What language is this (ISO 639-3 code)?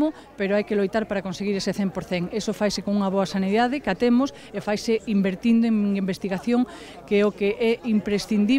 glg